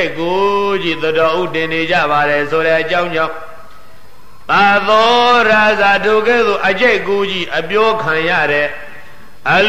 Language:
Burmese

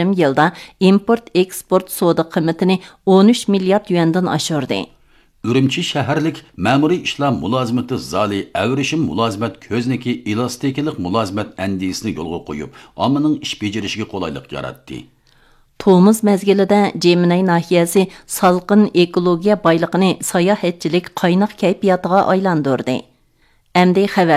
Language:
Uyghur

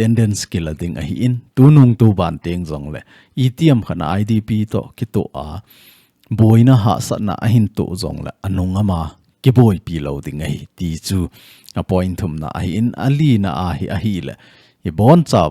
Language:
Thado Chin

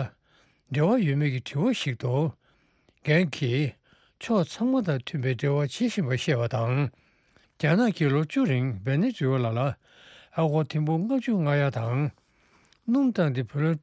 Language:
Tibetan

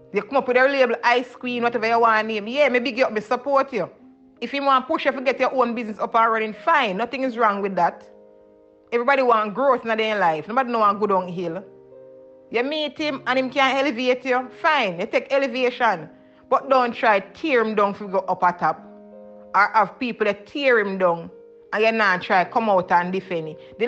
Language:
Jamaican Creole English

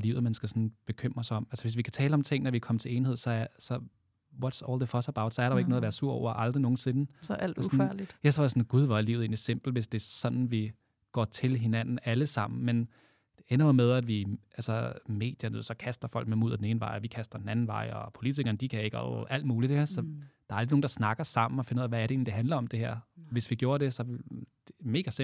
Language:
Danish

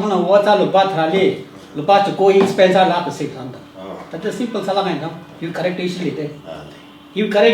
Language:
Tangkhul Naga (India)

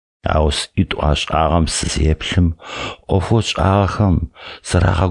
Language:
Adyghe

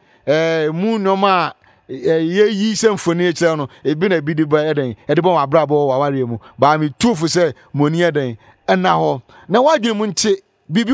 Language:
Akan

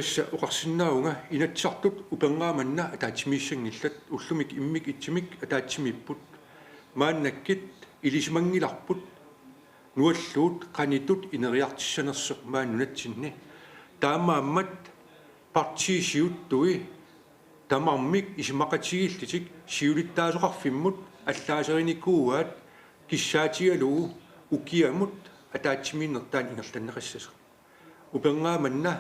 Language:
Kalaallisut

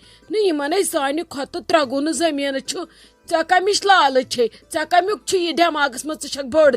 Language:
Kashmiri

